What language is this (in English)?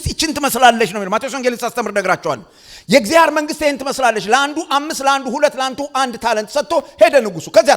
Amharic